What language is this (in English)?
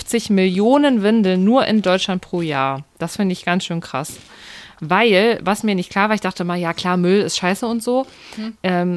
German